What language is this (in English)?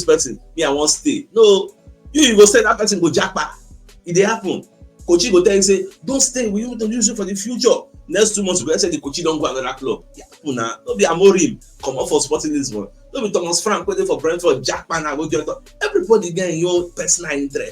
Nigerian Pidgin